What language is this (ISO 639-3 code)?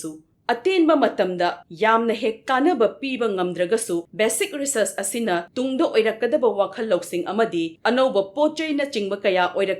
mni